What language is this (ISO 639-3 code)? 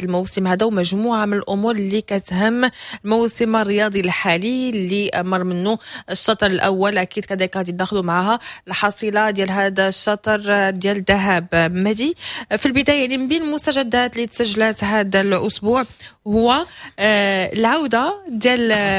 ary